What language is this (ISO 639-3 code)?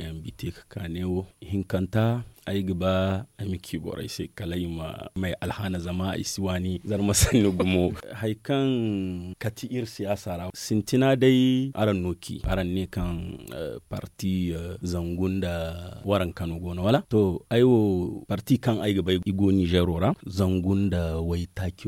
dje